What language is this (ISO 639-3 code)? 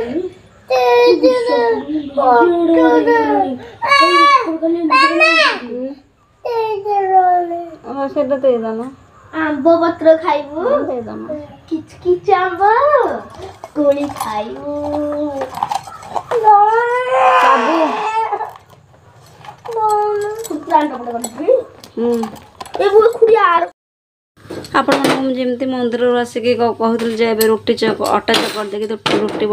ori